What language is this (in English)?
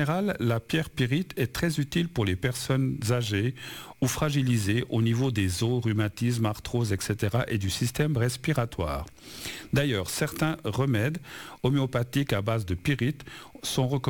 French